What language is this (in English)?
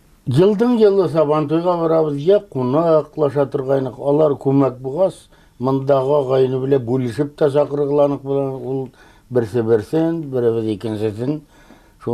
Bashkir